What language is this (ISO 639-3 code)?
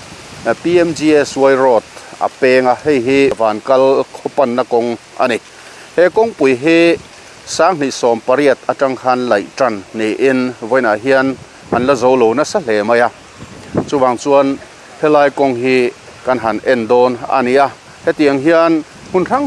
lus